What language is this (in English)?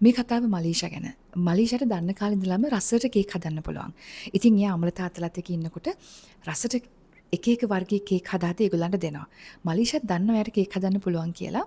Sinhala